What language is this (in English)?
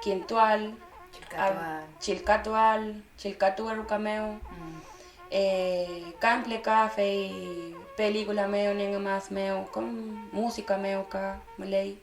Mapuche